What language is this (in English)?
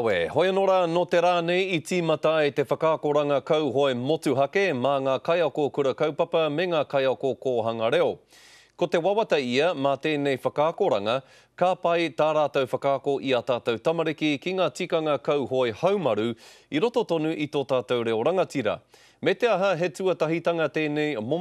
Māori